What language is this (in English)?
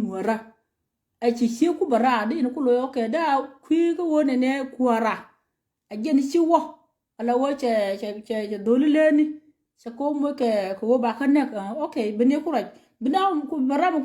Nuer